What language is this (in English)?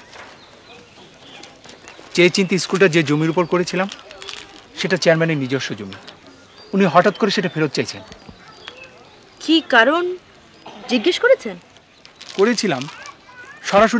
Bangla